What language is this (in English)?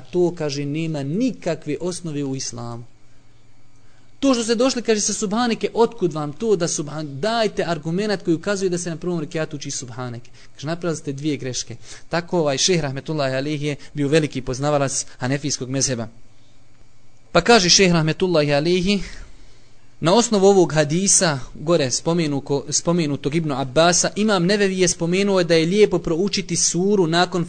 Bosnian